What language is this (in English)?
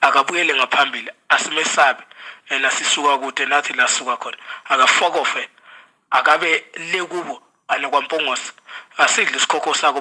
Zulu